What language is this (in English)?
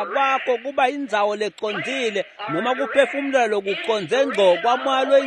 Swati